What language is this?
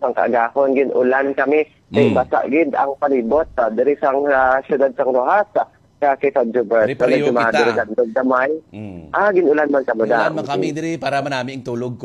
Hiligaynon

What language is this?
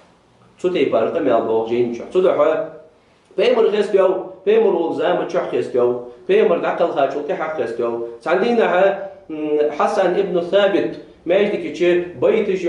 Ingush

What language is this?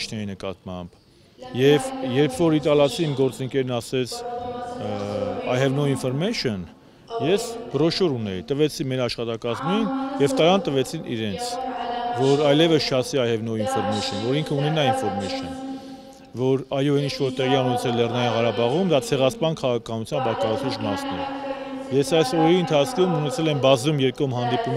Armenian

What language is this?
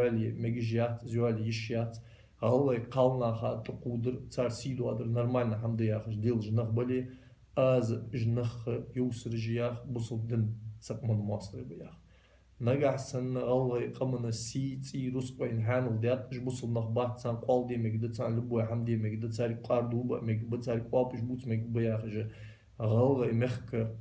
Ingush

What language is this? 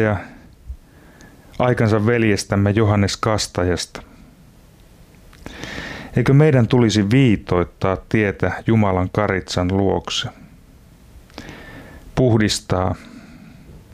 Finnish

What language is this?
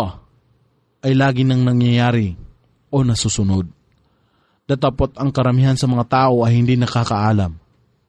Filipino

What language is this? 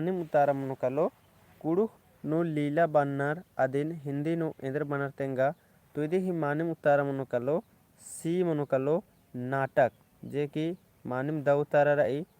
Kurukh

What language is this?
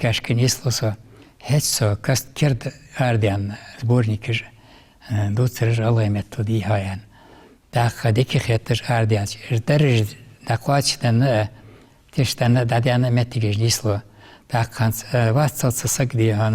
Ingush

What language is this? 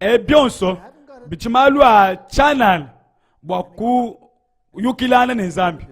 Luba-Lulua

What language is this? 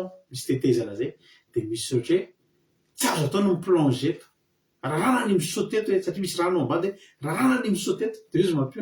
Malagasy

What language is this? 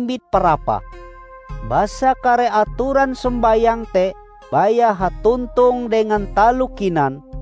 Ngaju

